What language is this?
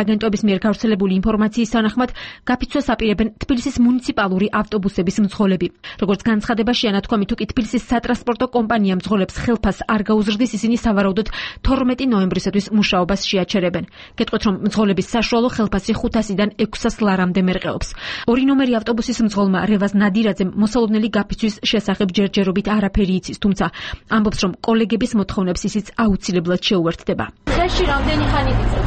Georgian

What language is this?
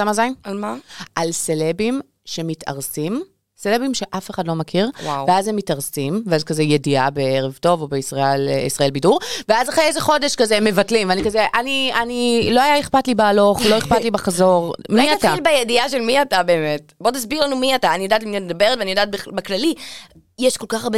Hebrew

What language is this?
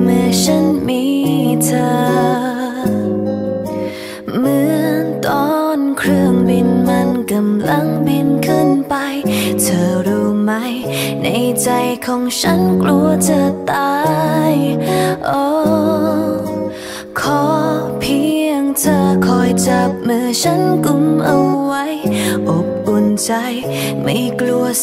Thai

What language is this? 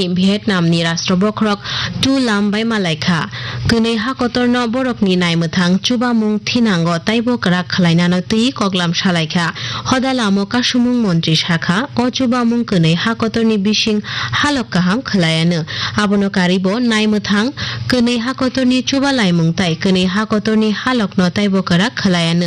Kok Borok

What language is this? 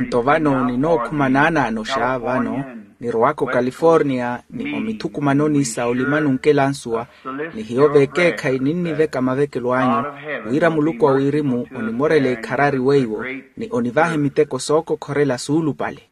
Makhuwa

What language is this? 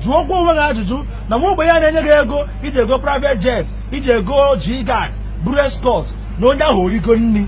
Igbo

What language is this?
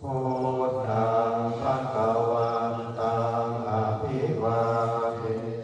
Pali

